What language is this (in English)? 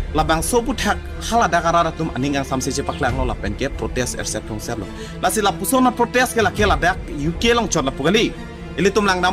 Karbi